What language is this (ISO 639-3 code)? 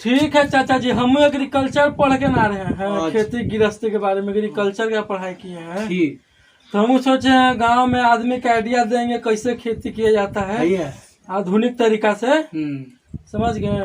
mag